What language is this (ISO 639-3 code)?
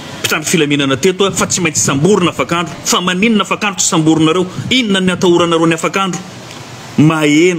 mlg